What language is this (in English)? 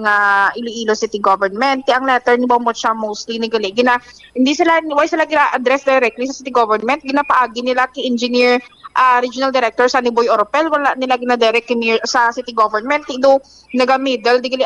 Hiligaynon